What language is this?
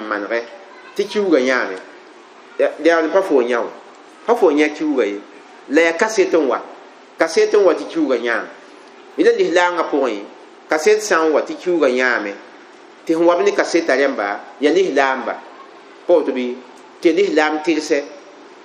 Mossi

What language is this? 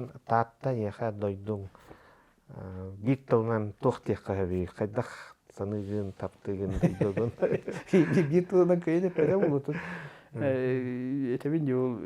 Yakut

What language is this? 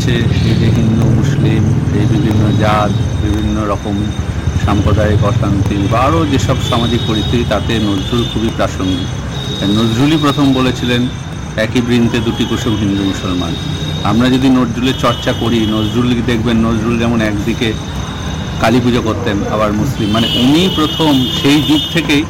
Bangla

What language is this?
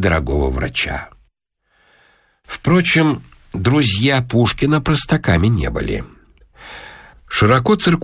Russian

